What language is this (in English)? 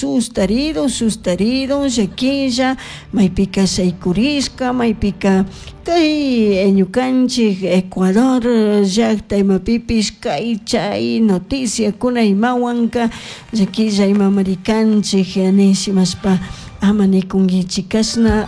Chimborazo Highland Quichua